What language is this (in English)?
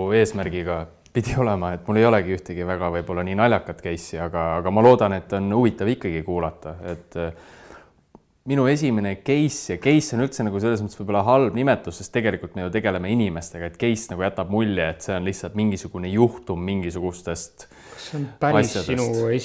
Estonian